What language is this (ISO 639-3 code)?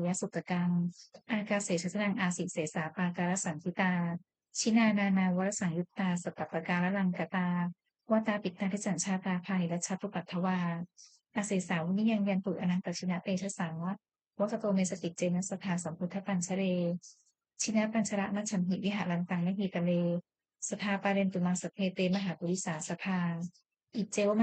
pli